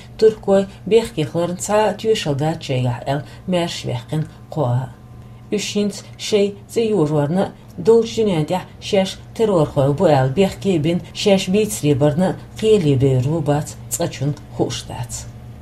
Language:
Chechen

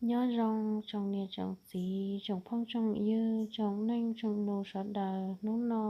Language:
Hmong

